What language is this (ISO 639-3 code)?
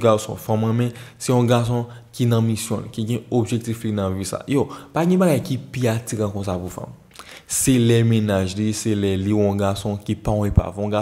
hat